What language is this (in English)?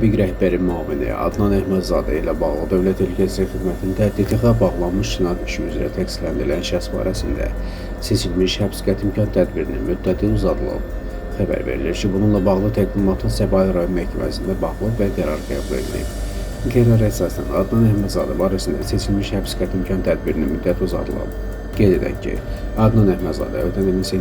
Azerbaijani